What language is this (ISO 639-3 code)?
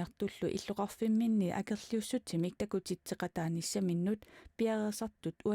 kal